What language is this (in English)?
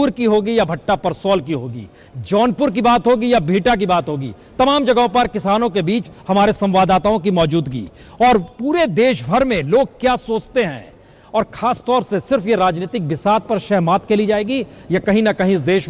Hindi